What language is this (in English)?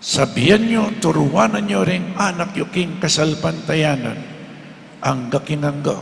Pampanga